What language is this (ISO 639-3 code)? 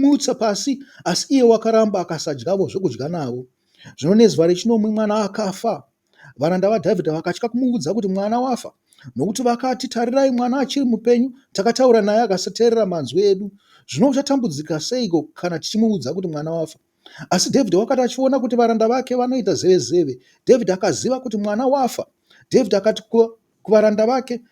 sna